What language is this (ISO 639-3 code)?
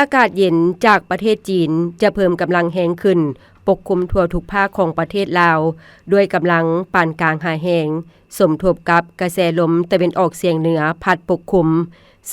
lao